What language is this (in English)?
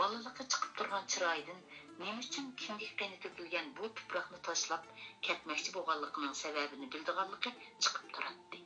Uyghur